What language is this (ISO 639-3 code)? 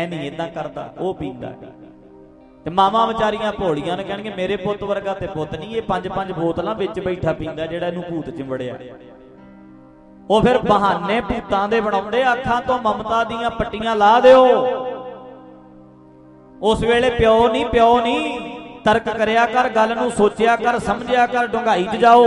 pan